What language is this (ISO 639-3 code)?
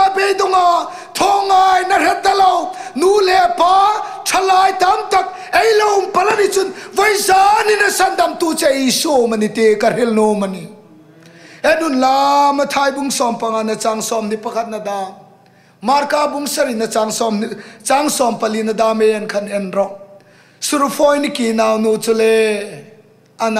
hmr